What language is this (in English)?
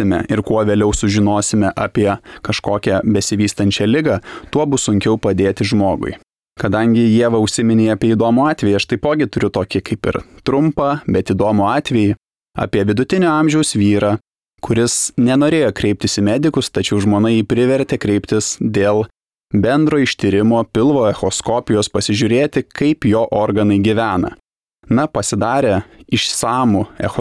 Lithuanian